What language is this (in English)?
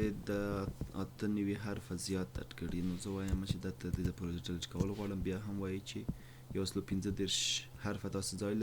Pashto